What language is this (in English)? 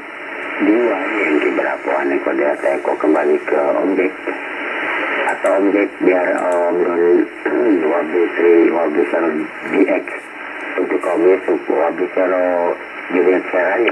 Indonesian